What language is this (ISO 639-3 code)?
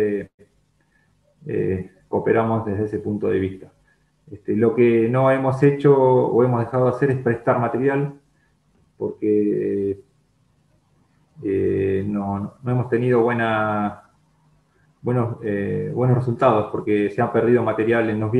spa